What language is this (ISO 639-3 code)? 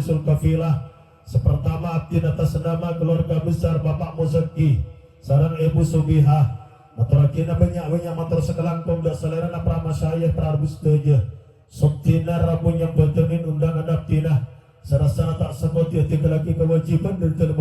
mad